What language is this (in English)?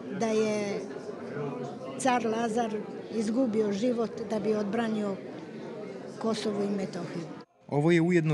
Serbian